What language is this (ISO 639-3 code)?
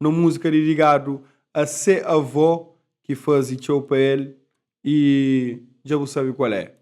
kea